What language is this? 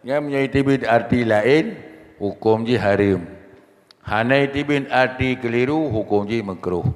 Achinese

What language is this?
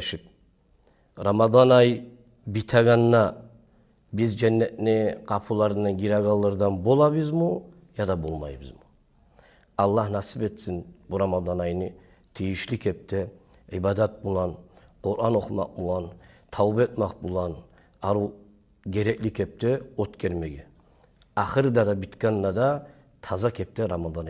Kumyk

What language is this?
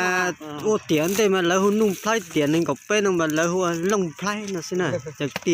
Hmong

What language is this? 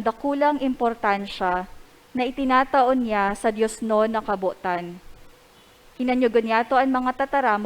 Bikol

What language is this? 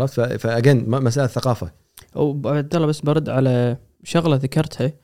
Gulf Arabic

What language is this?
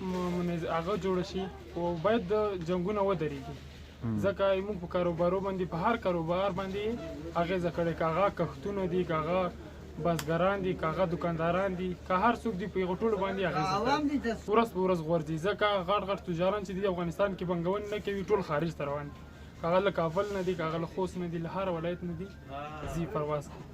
Pashto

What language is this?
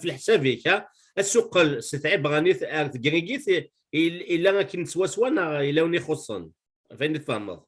Kabyle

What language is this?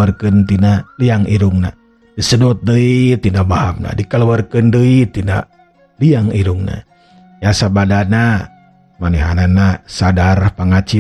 Sundanese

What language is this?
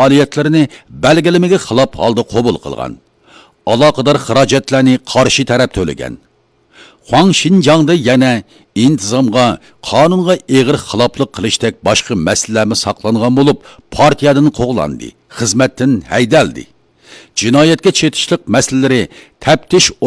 Uyghur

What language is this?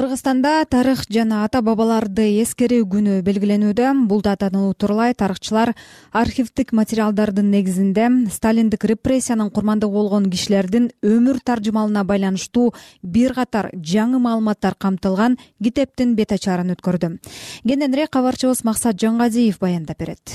Kyrgyz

